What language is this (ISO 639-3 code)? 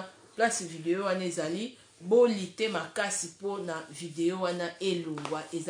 lin